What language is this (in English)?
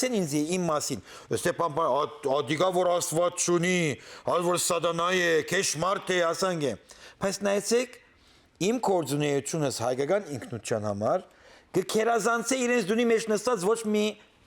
Western Armenian